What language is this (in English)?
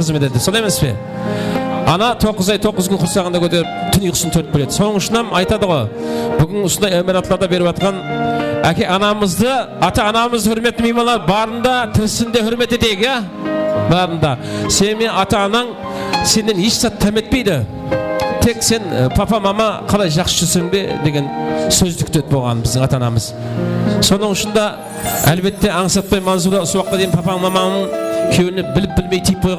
Kara-Kalpak